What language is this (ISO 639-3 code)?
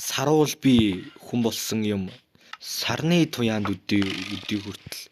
mon